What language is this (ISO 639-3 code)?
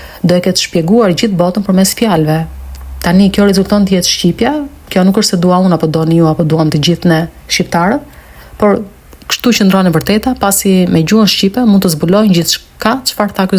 sqi